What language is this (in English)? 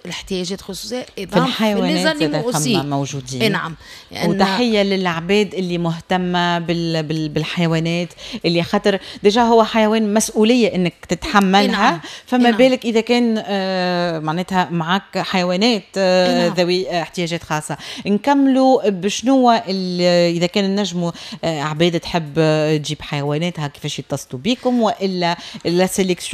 Tunisian Arabic